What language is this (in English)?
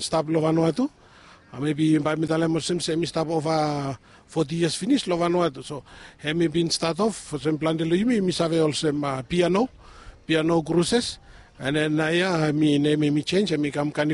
Bislama